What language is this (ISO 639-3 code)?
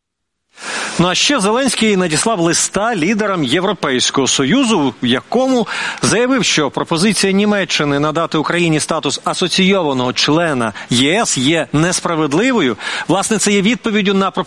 ukr